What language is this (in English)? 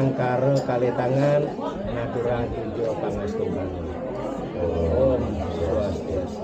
Balinese